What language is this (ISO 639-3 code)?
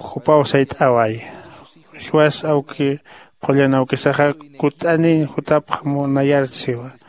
aym